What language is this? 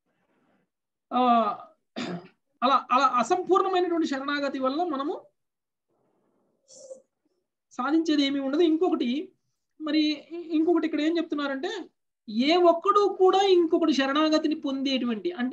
Telugu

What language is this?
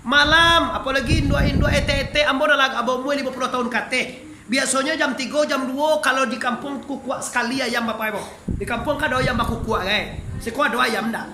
Minangkabau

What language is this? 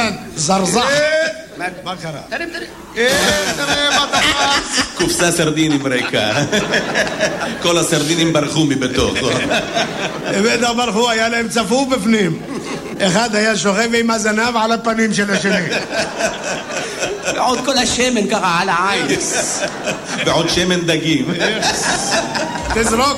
Hebrew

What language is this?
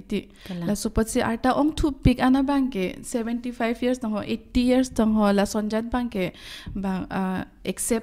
Karbi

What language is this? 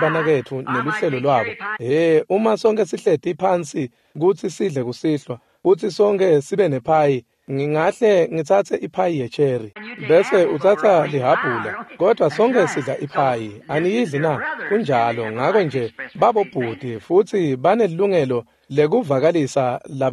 Swati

